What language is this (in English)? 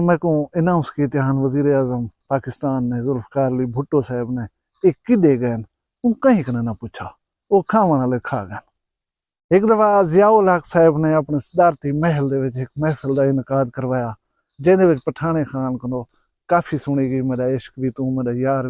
Saraiki